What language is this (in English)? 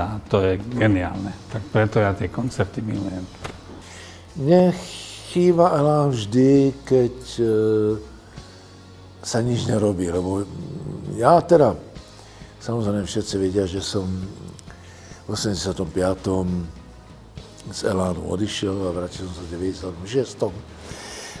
Slovak